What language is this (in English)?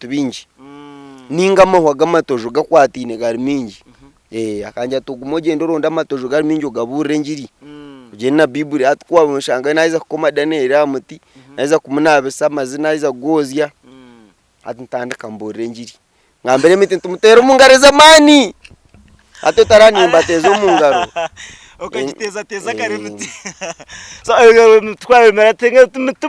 Nyankole